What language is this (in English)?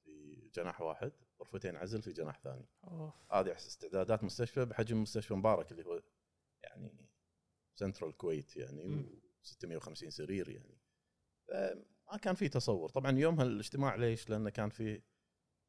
Gulf Arabic